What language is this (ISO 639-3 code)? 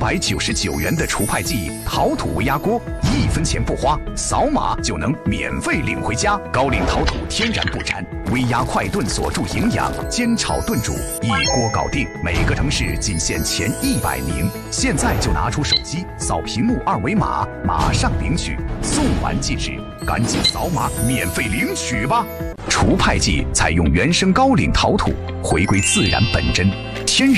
zho